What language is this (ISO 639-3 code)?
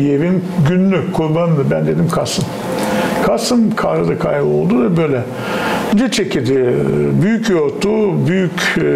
gag